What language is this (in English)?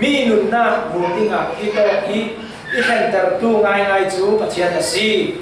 Falam Chin